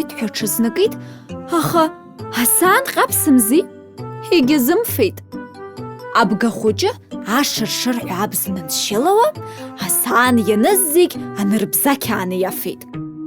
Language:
Abkhazian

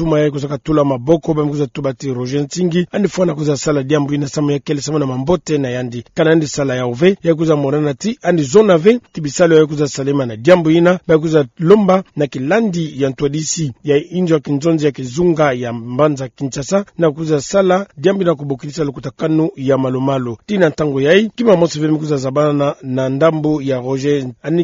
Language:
Kituba (Democratic Republic of Congo)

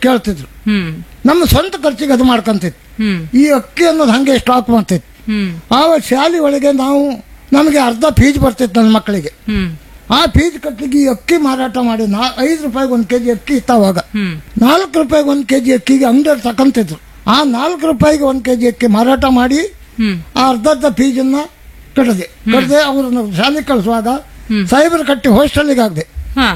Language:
Kannada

